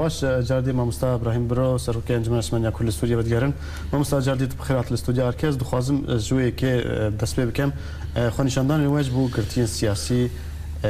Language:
Kurdish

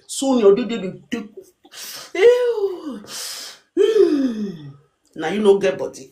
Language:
Nigerian Pidgin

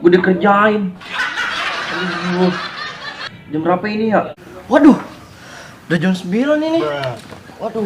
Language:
Betawi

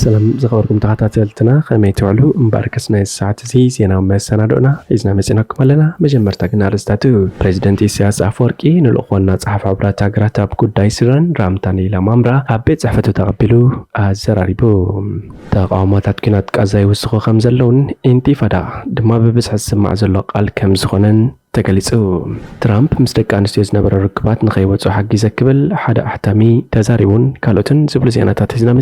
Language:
Tigrinya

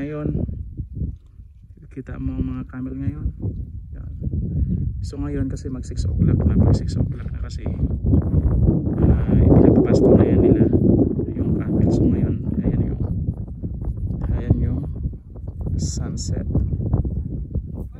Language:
Filipino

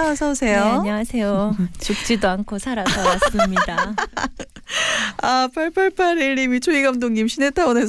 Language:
Korean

